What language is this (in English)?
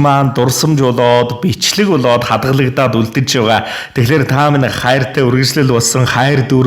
Mongolian